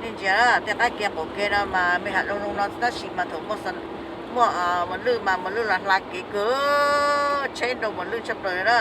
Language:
Hmong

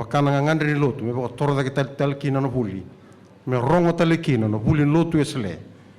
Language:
Fijian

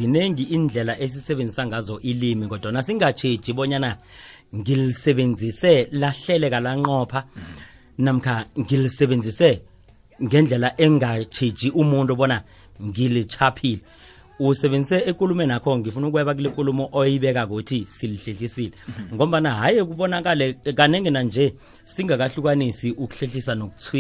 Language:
South Ndebele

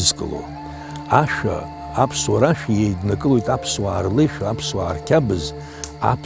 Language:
Abkhazian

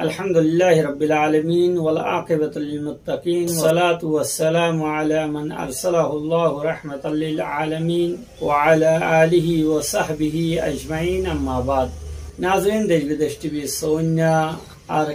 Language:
Rohingya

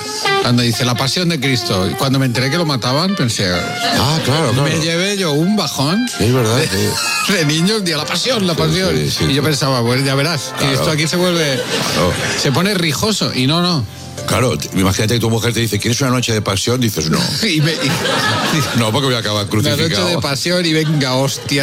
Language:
Spanish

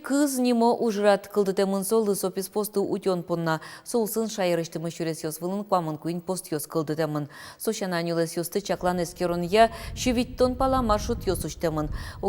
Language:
Udmurt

